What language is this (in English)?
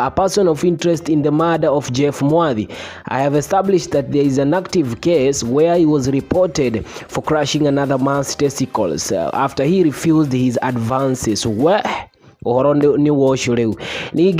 Kikuyu